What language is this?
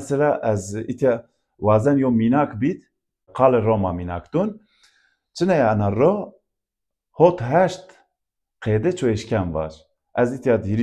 Zaza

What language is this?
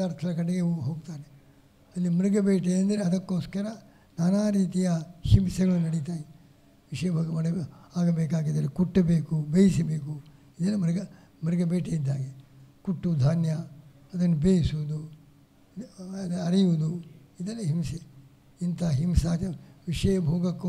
Kannada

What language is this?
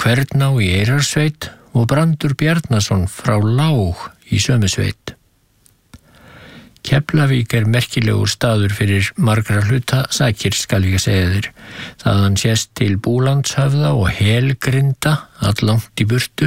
Icelandic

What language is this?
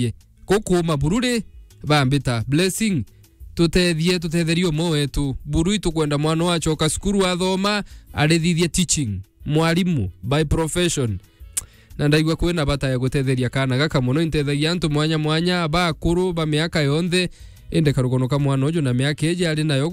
Meru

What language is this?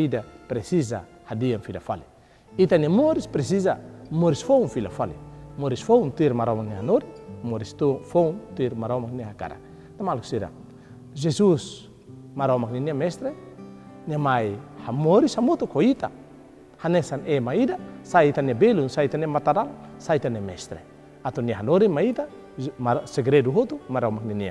Tetum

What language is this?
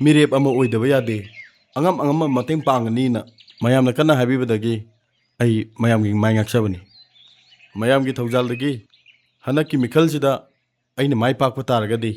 Manipuri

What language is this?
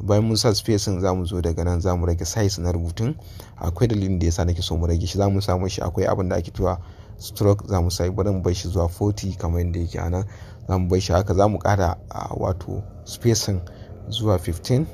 Hausa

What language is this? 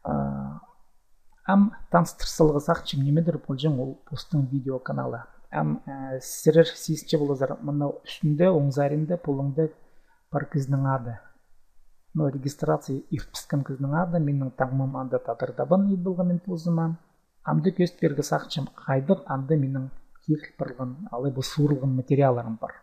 Khakas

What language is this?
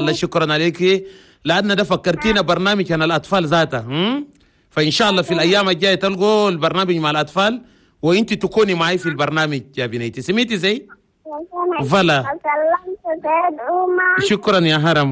Chadian Arabic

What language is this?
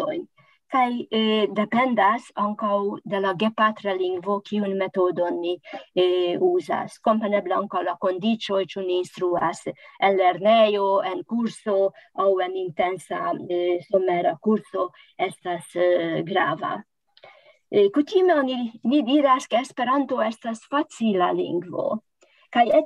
Esperanto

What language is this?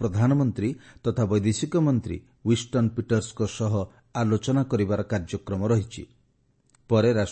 Odia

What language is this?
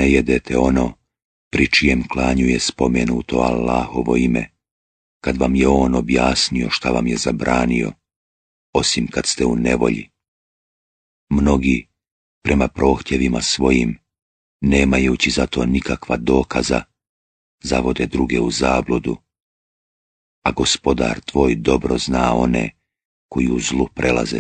Bosnian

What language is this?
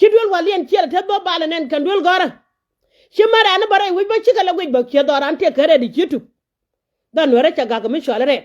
Nuer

